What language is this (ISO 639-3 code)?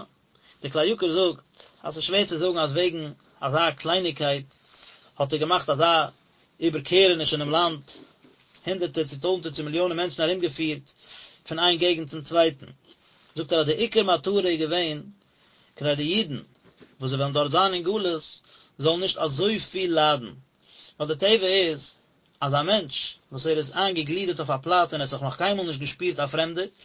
yid